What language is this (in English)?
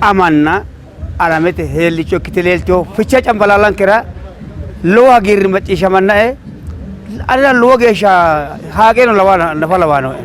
Sidamo